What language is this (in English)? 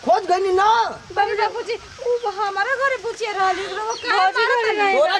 Bhojpuri